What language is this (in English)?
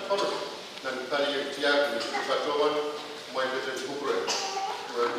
Pohnpeian